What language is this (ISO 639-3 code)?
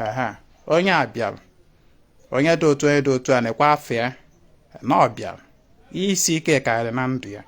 ibo